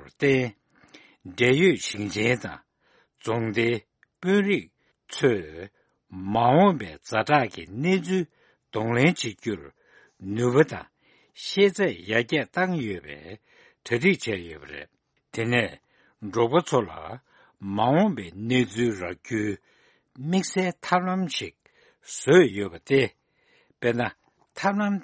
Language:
Tibetan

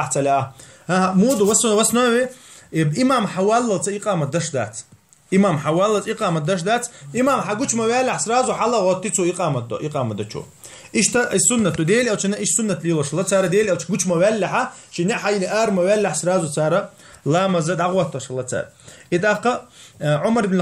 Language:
Chechen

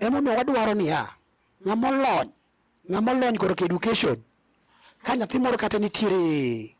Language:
Luo (Kenya and Tanzania)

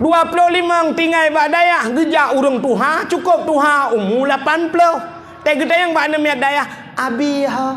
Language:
Achinese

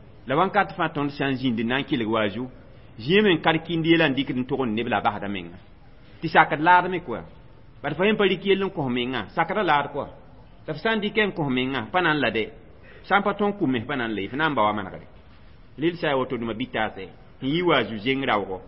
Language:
Mossi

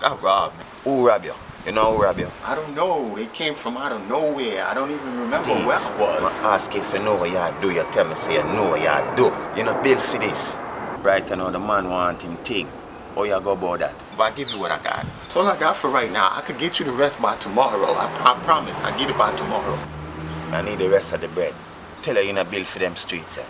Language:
Jamaican Creole English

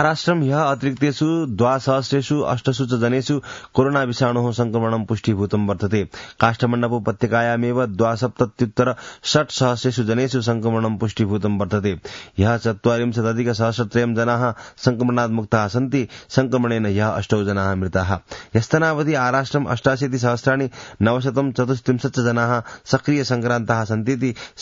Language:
Sanskrit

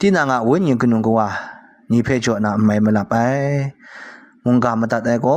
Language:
Kachin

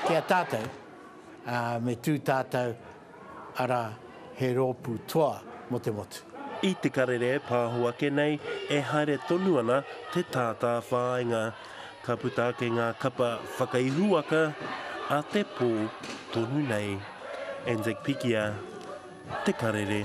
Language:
Māori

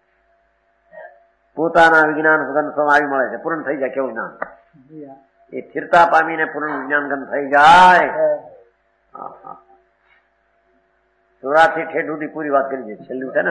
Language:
Gujarati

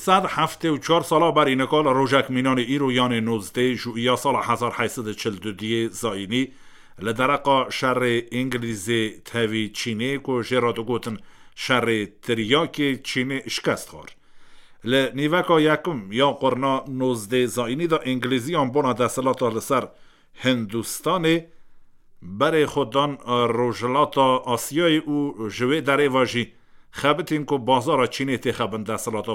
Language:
Kurdish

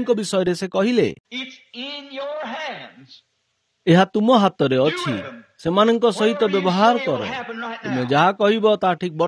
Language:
Odia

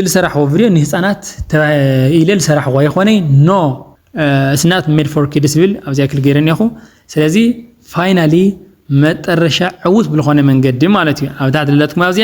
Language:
Tigrinya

